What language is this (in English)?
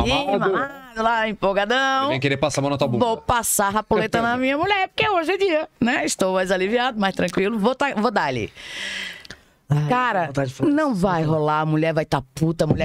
Portuguese